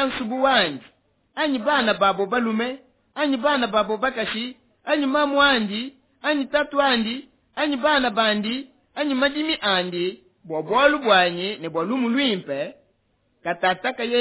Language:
Luba-Lulua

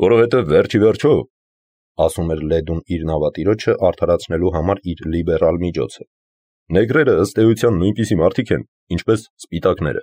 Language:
Armenian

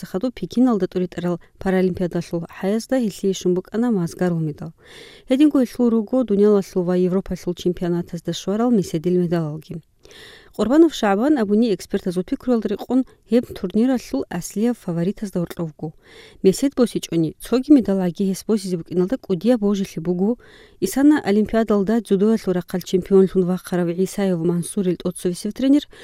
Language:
Avaric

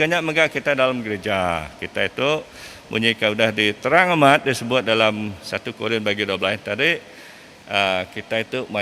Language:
Iban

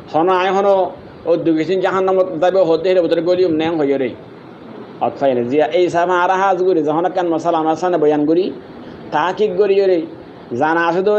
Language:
Rohingya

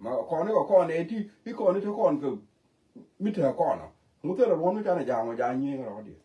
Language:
Nuer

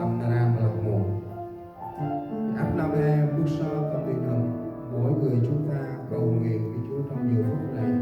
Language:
Central Mnong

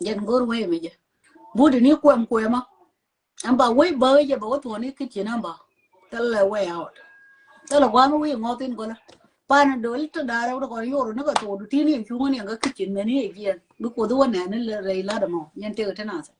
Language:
Nuer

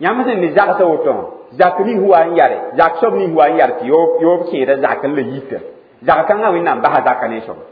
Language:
Mossi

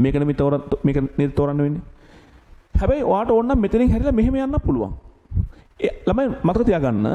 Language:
Sinhala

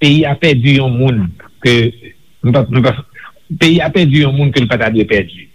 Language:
Haitian Creole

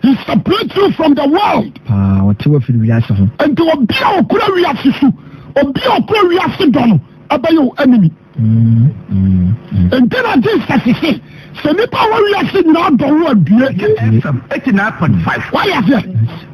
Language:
Akan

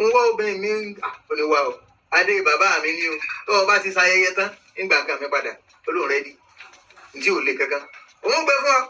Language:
Yoruba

